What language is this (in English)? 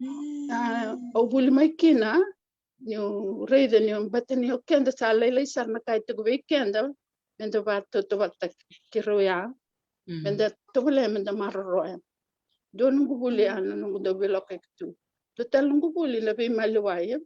Fijian